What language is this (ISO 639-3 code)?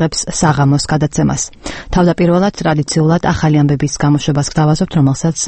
kat